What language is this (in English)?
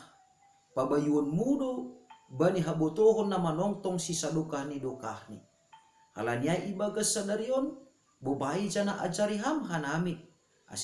Batak Simalungun